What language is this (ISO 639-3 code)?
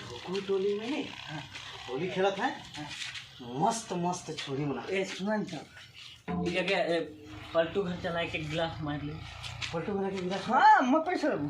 sck